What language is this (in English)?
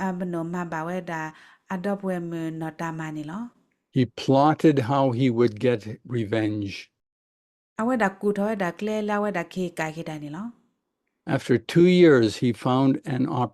S'gaw Karen